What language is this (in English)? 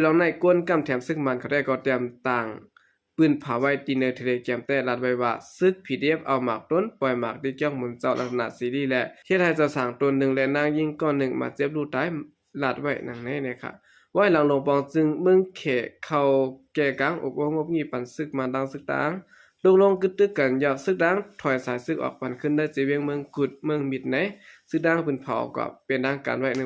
Shan